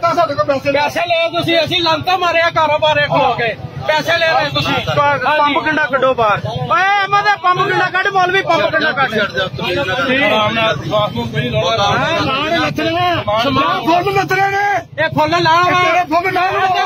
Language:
Punjabi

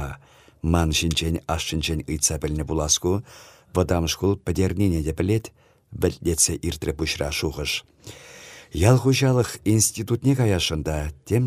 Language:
Chuvash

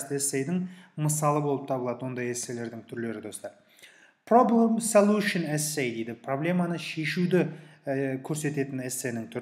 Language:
Kazakh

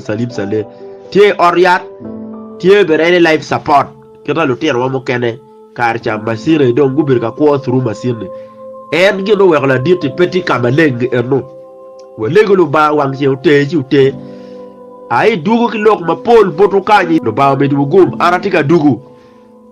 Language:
Acoli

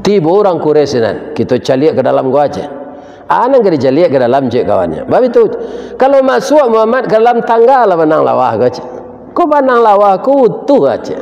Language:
Minangkabau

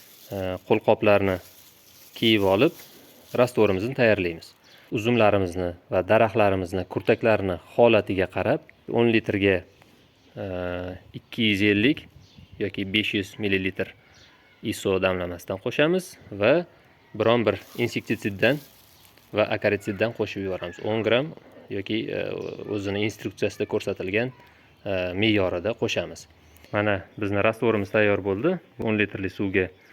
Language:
Uzbek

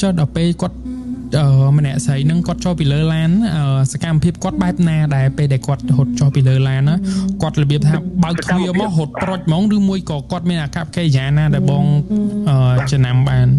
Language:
Khmer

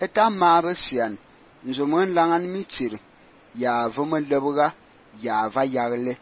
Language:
Fang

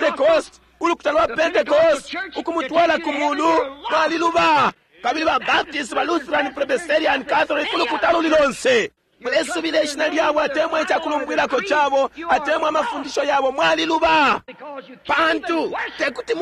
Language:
Bemba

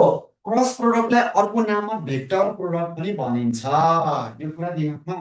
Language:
Nepali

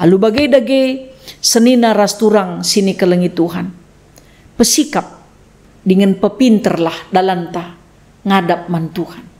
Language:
Batak Karo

